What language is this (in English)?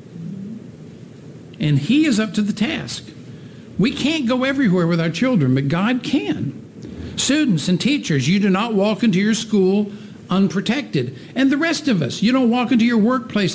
English